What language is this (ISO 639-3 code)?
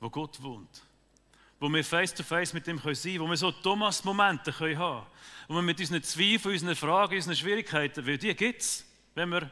gsw